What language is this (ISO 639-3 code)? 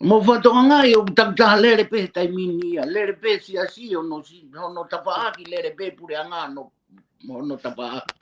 ton